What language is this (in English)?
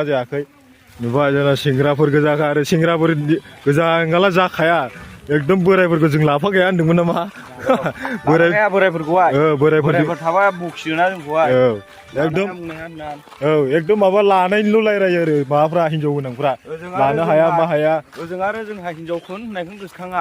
Bodo